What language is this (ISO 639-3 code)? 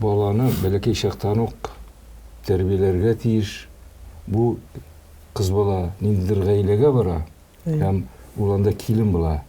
tat